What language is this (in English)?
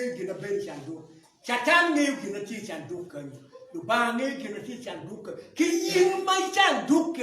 Acoli